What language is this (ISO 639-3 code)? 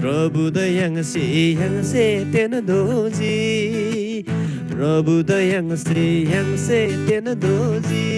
taj